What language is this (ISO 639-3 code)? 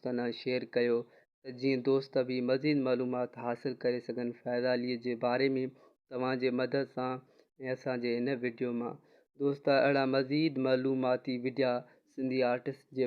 snd